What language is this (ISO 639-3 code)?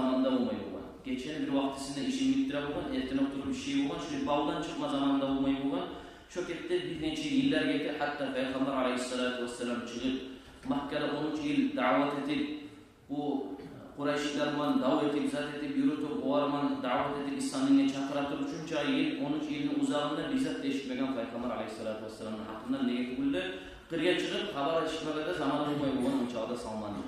kum